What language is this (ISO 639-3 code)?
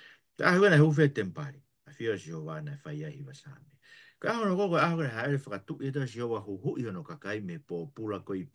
ton